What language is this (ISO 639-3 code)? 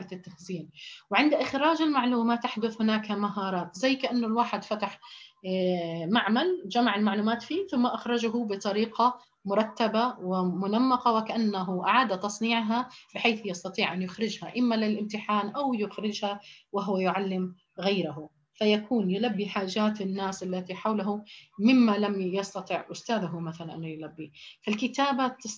ara